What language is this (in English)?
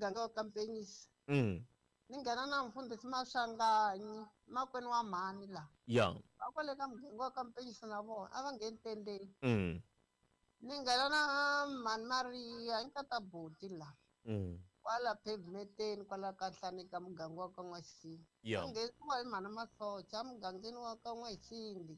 Tsonga